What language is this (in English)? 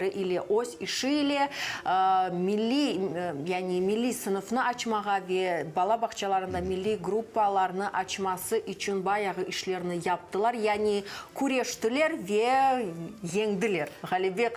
Crimean Tatar